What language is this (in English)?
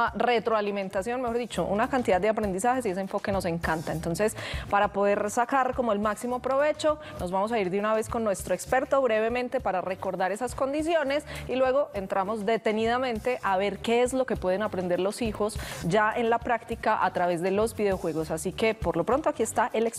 Spanish